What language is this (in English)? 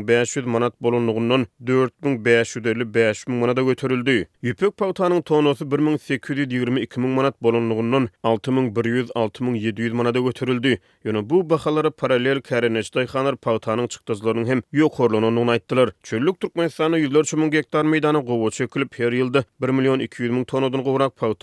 Turkmen